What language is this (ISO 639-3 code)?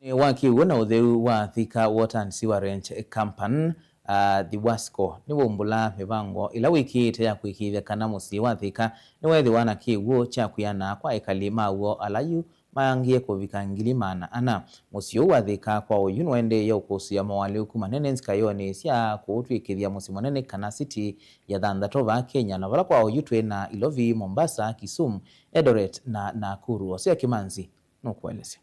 kam